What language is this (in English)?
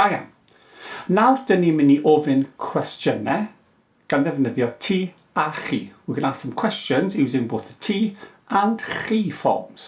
Welsh